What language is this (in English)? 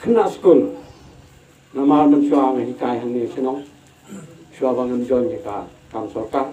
Khasi